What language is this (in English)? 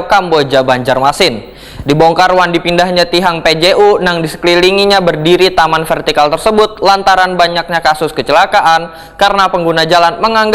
Banjar